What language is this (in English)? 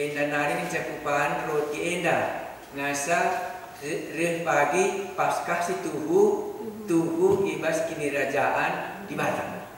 Batak Karo